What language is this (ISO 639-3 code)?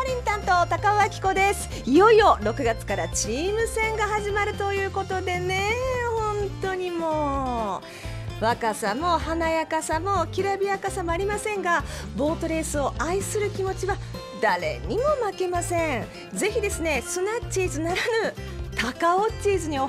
jpn